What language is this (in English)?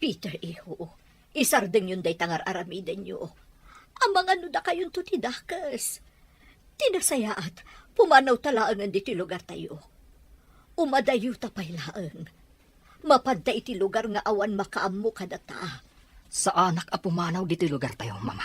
Iloko